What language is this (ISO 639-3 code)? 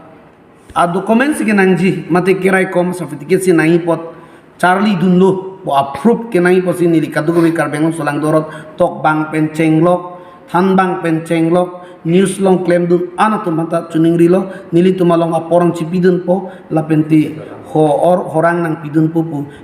mjw